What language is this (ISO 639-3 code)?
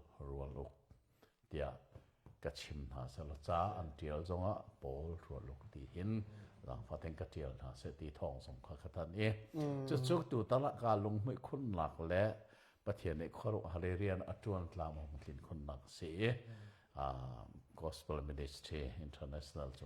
cnh